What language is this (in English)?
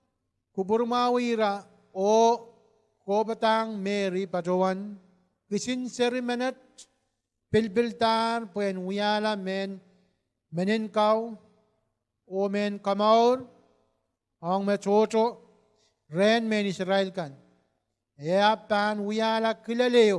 Pohnpeian